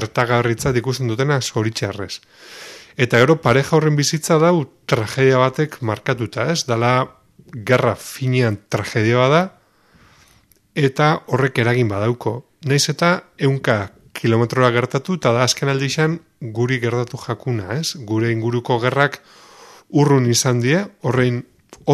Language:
Basque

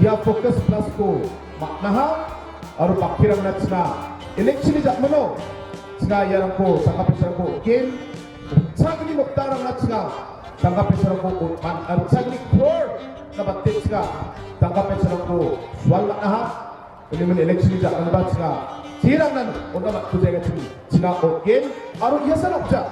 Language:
Garo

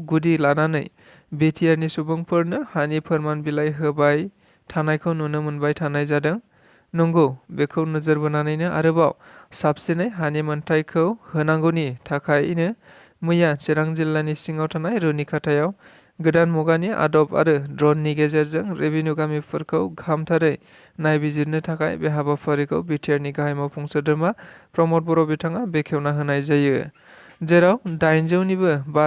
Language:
Bodo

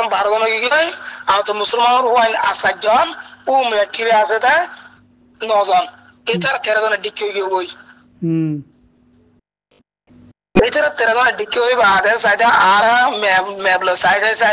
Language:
Rohingya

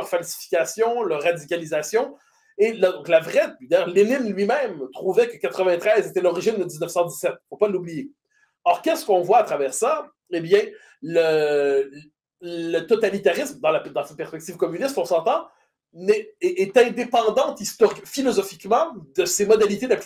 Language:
French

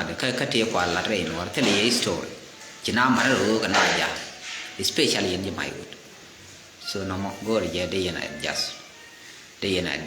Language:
Nuer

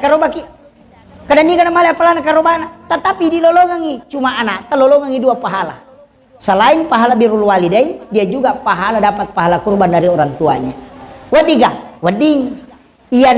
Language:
Buginese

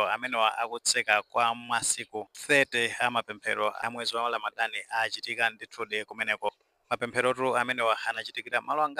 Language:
Nyanja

